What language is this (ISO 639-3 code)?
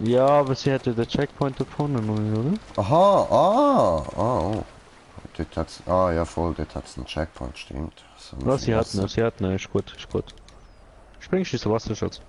gsw